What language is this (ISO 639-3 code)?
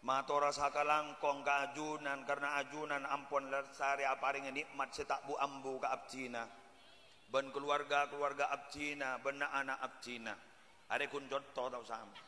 mad